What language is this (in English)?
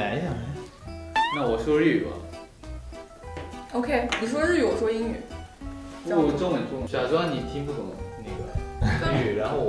Chinese